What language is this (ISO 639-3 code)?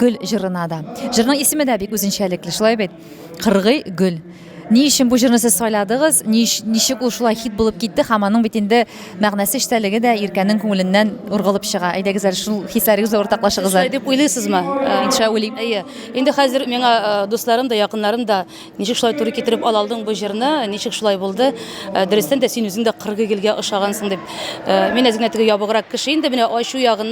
tat